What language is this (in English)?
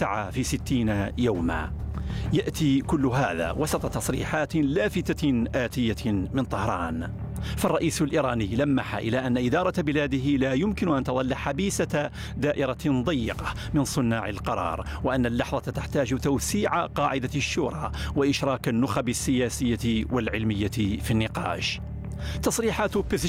Arabic